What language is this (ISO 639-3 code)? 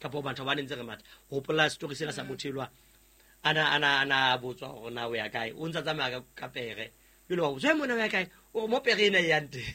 sot